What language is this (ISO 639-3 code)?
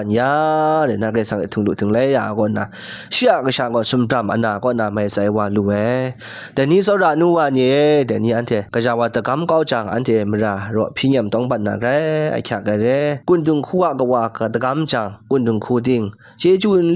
kac